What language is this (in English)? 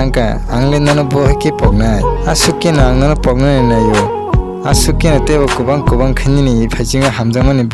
Kok Borok